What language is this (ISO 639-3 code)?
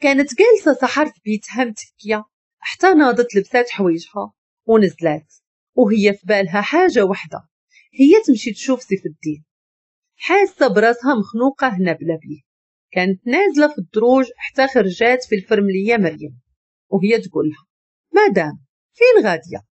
ary